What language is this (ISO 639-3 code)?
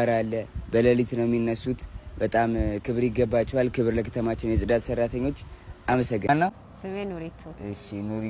amh